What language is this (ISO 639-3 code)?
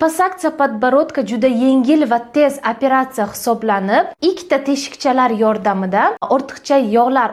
uzb